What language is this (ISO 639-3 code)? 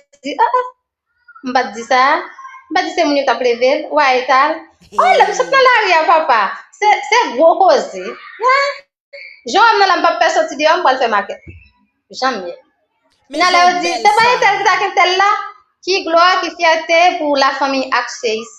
hat